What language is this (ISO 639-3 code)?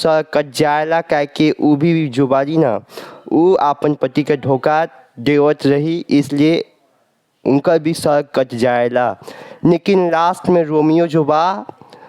bho